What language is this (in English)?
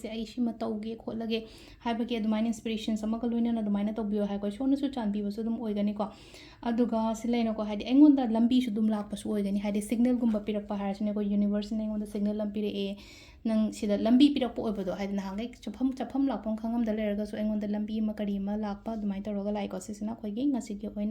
Manipuri